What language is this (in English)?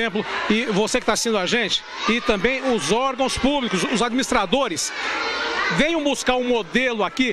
Portuguese